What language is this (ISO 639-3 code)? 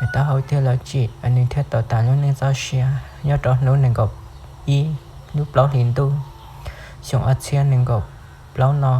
hmn